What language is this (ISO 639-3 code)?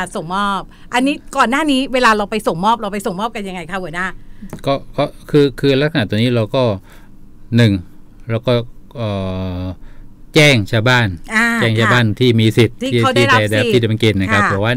tha